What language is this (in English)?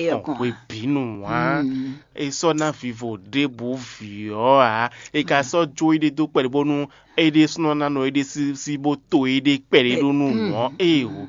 Fon